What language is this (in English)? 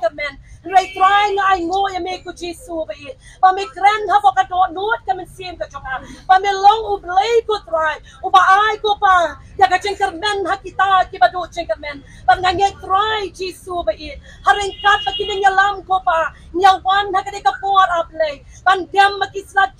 Khasi